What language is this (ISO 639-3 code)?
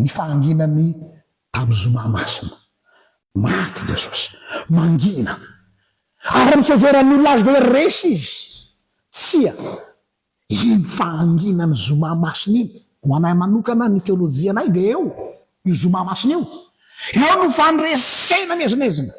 mlg